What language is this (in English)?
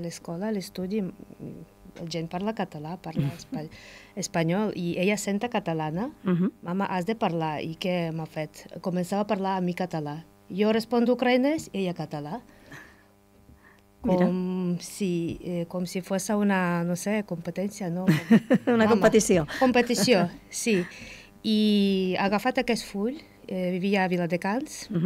Catalan